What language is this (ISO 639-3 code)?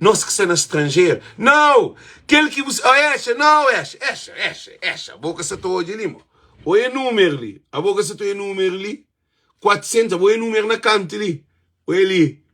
kea